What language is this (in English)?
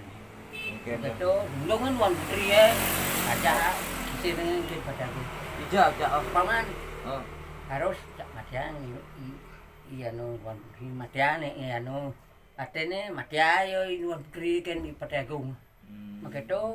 Balinese